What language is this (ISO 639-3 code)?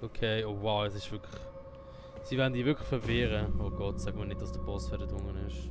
gsw